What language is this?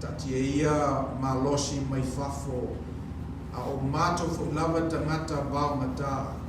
Samoan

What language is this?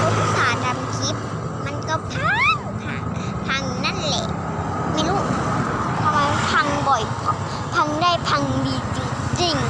Lao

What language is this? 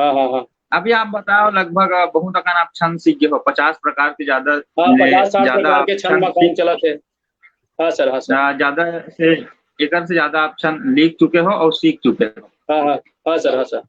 Chhattisgarhi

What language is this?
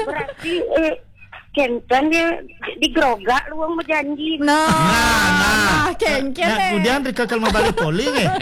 Balinese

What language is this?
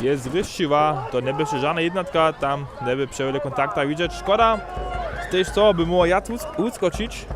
Upper Sorbian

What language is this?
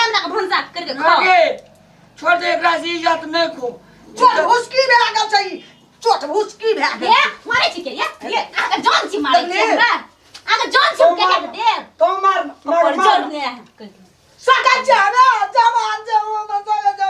Maithili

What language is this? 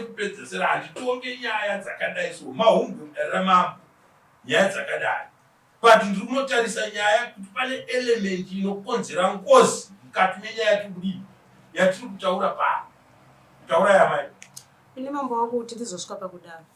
Shona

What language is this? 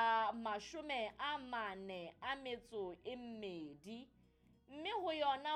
Southern Sotho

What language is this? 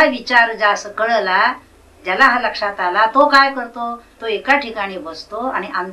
Marathi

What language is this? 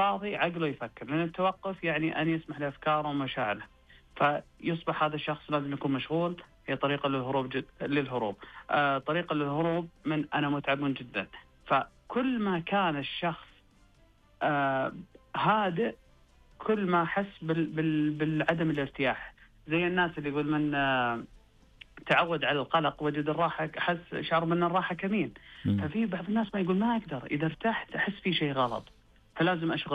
Najdi Arabic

